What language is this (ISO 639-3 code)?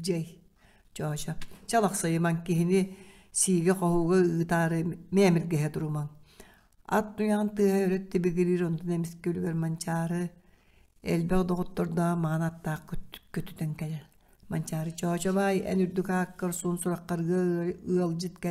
sah